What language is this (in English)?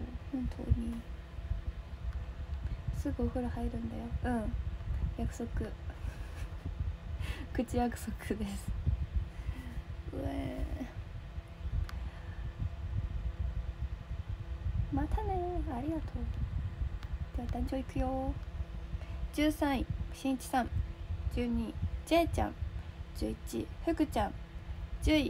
Japanese